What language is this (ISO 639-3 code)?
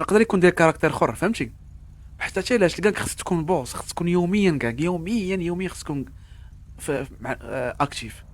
ary